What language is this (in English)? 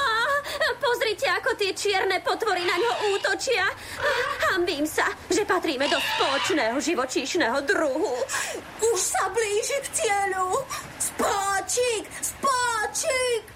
Slovak